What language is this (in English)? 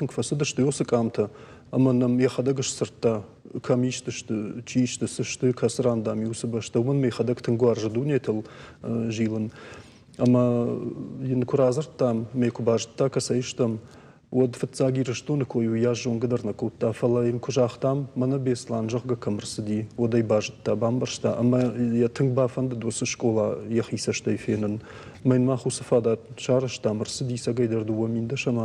Ossetic